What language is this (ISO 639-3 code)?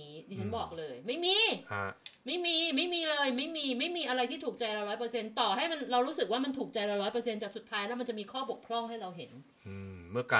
tha